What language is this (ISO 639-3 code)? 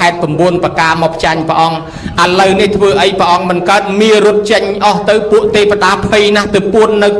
khm